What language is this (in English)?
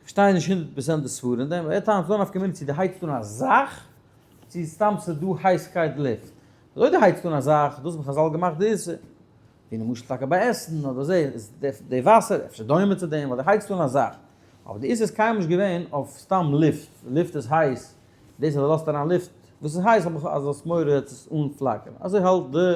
Yiddish